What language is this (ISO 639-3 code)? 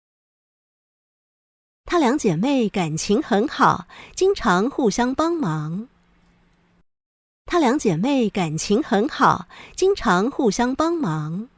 hak